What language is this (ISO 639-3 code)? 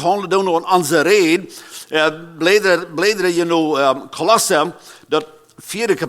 pdt